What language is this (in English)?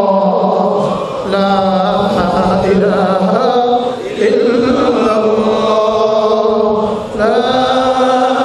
Bangla